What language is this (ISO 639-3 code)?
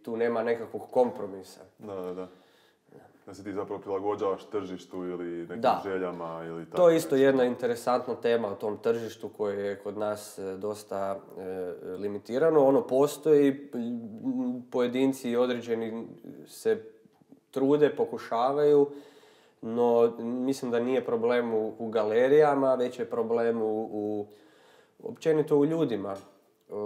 hrv